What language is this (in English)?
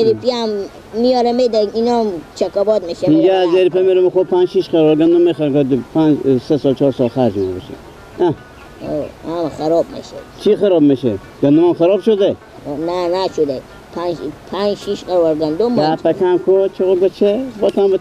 Persian